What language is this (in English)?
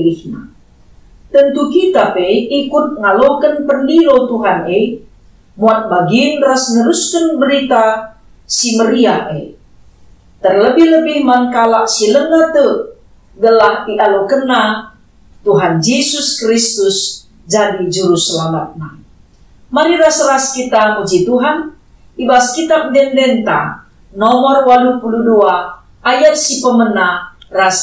Batak Karo